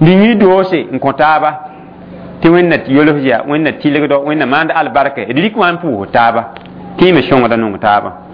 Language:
Mossi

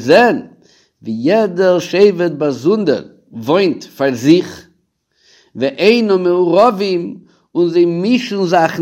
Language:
Yiddish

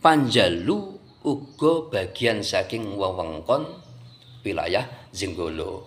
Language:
Javanese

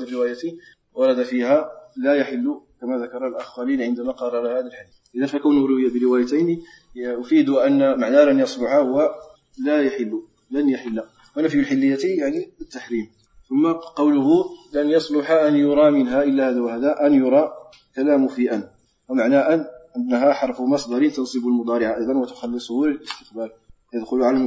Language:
Arabic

